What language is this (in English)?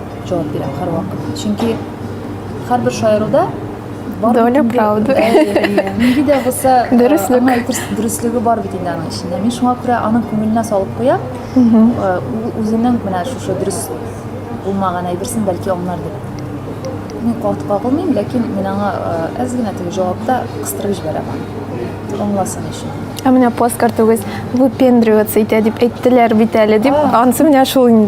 Tatar